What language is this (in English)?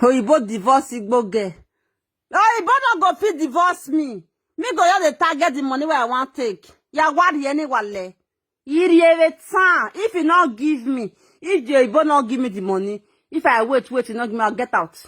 Nigerian Pidgin